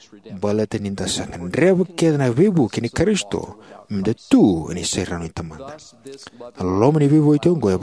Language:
Fijian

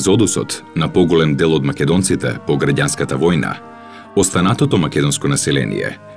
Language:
Macedonian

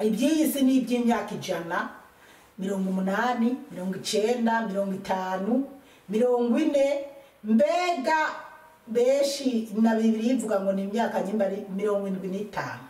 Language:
Rundi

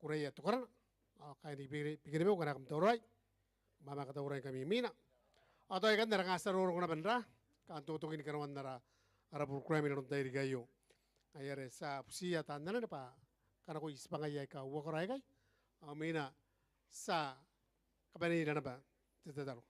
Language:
Gilbertese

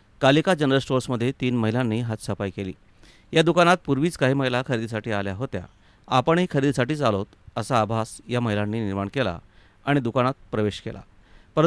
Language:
Marathi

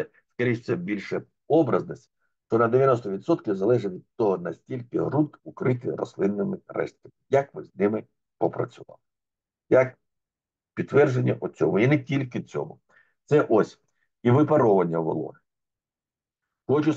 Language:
Ukrainian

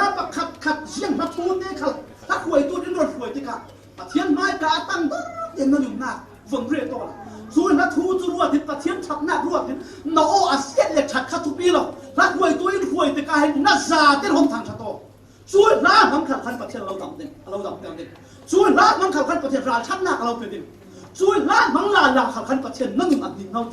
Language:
Falam Chin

